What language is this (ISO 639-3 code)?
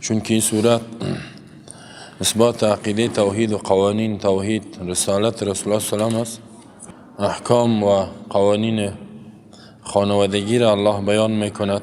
fas